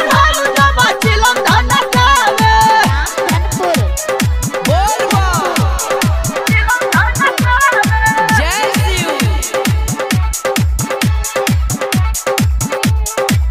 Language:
Bhojpuri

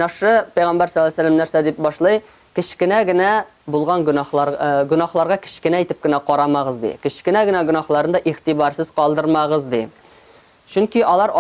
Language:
Tatar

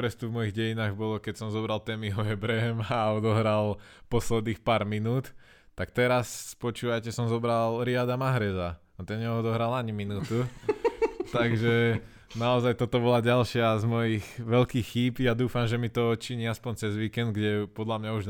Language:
Slovak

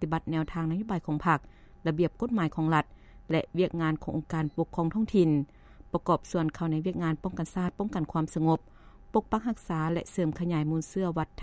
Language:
Lao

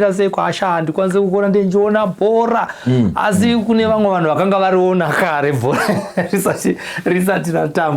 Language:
Shona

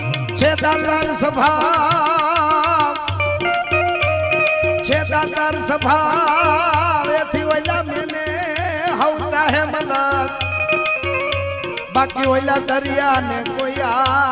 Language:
Gujarati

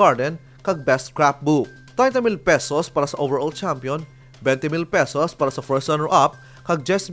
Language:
Hiligaynon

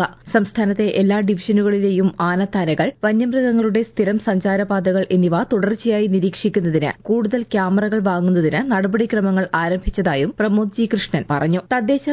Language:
Malayalam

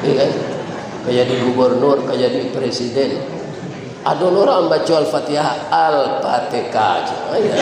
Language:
Minangkabau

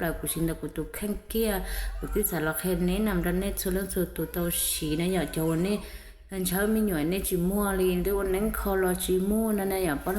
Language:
Hmong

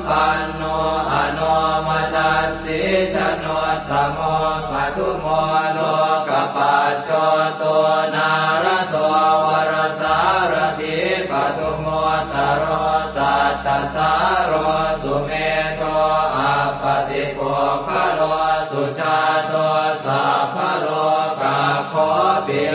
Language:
Pali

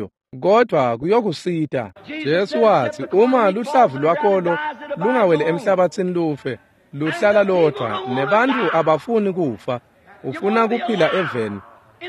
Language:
Swati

